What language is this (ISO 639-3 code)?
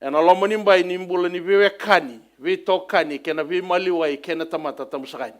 fij